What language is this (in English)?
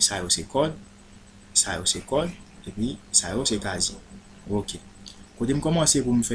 Haitian Creole